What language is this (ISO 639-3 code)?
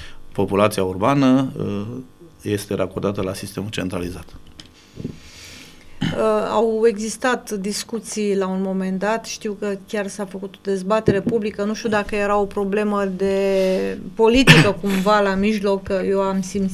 ron